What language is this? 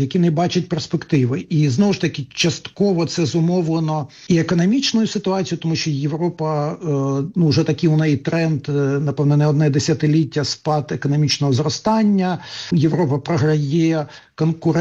Ukrainian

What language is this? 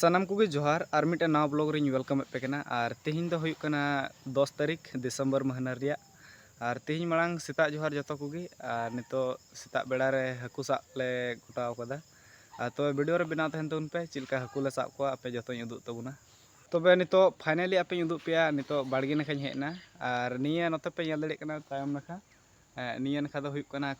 Santali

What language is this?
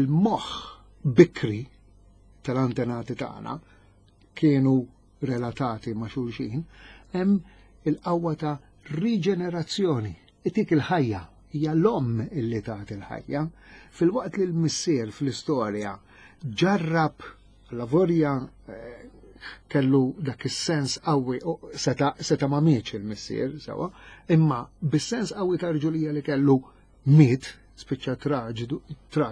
Maltese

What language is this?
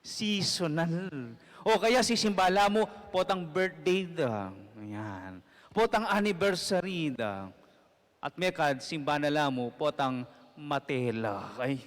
Pampanga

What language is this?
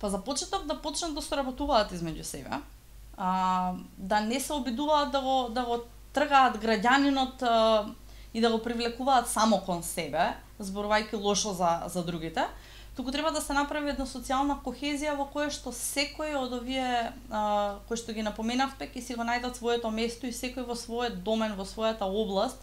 Macedonian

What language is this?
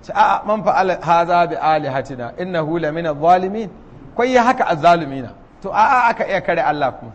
Hausa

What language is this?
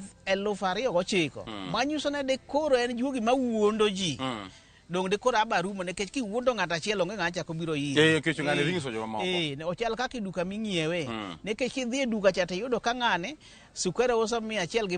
Luo (Kenya and Tanzania)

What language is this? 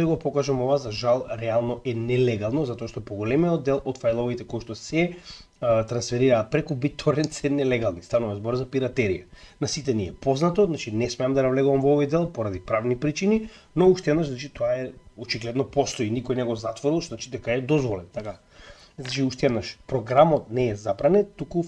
Macedonian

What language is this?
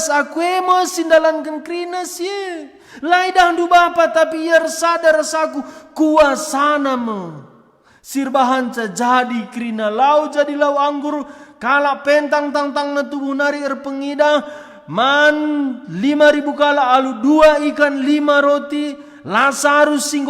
Batak Karo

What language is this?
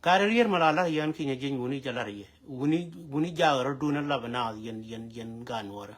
Nuer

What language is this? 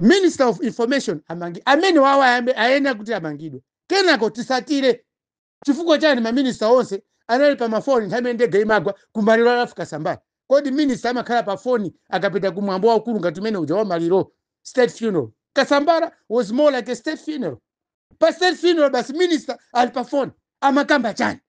Nyanja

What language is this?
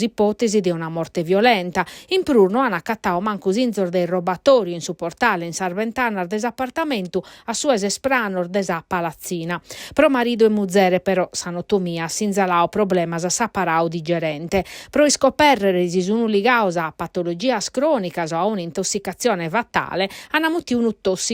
Sardinian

